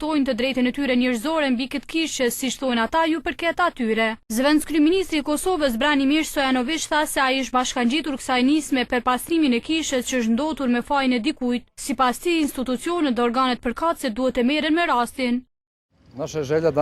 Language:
Albanian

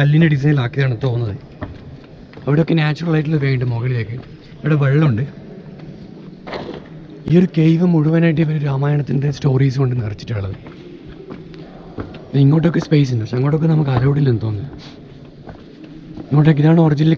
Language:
Malayalam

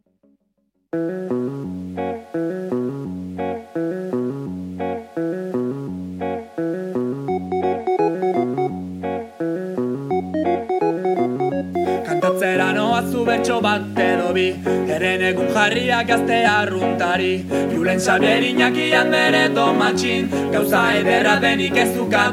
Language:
Basque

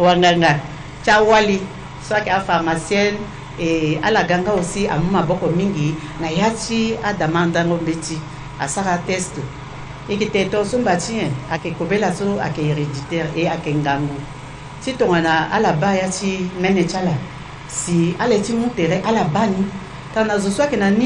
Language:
Sango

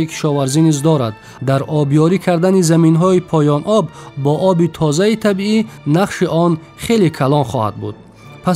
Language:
Tajik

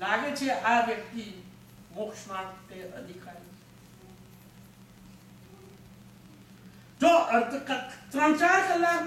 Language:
Gujarati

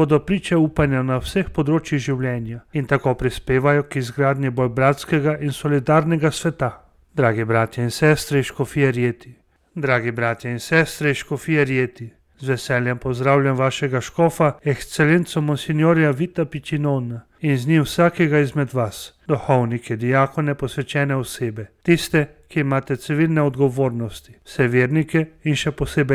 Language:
Slovenian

